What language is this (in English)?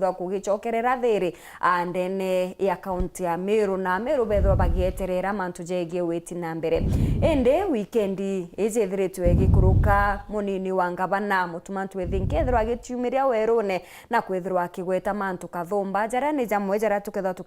Meru